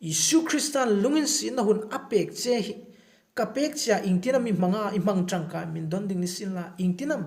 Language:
Hmar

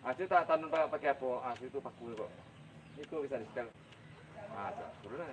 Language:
Minangkabau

